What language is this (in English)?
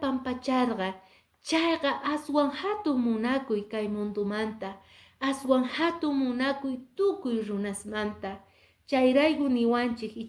Quechua